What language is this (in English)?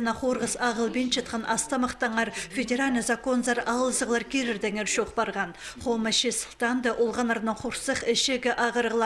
Khakas